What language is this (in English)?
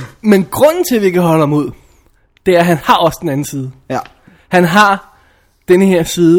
Danish